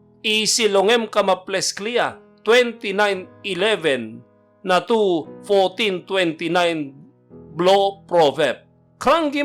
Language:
Tok Pisin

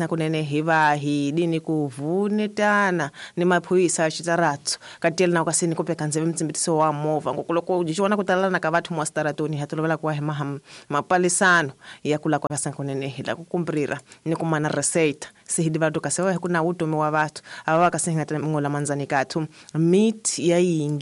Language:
Tsonga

